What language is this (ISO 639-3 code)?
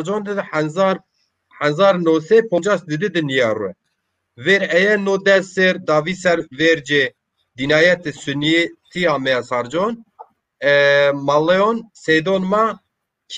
zza